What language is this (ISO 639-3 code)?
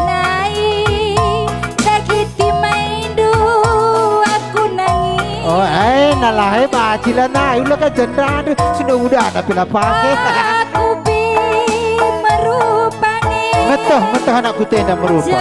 btx